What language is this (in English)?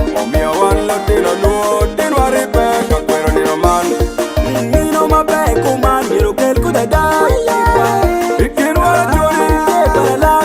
Acoli